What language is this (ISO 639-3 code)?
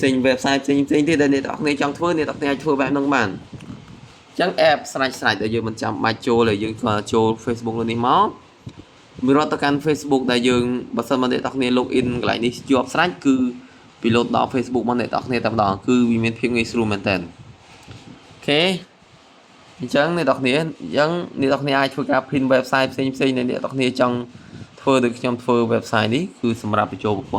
khm